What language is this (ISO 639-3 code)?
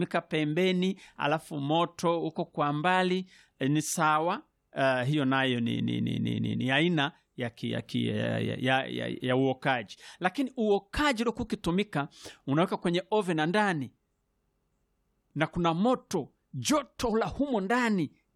swa